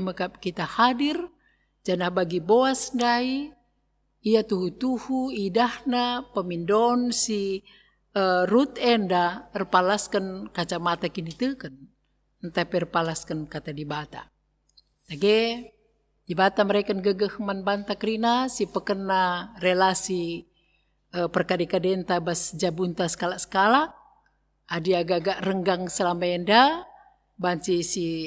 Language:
Batak Karo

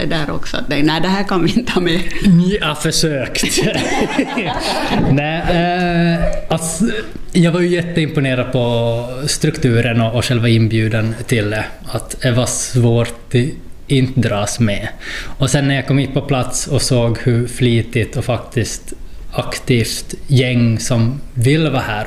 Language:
Swedish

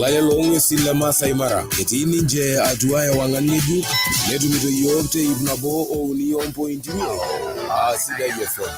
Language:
Masai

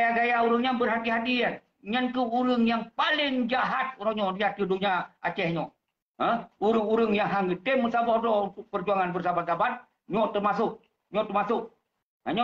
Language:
Achinese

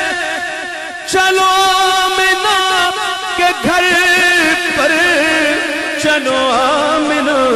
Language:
Urdu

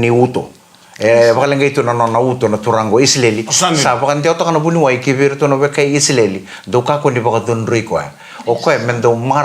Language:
Fijian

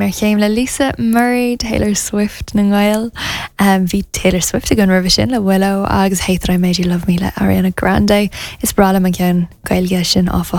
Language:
Irish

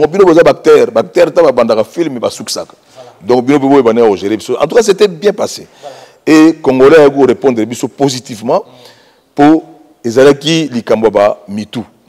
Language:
Lingala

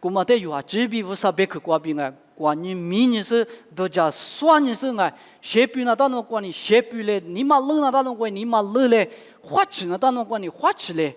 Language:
Lisu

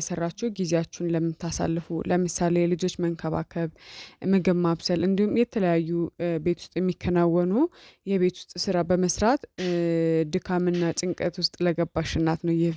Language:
Amharic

